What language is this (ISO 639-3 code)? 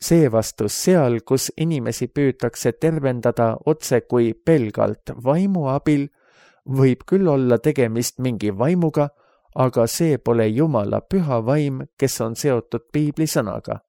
est